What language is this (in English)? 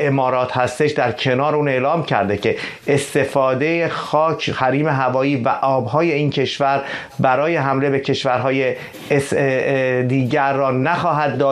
Persian